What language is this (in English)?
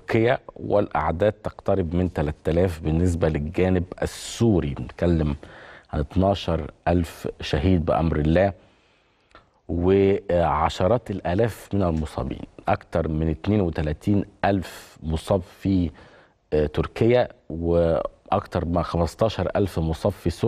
Egyptian Arabic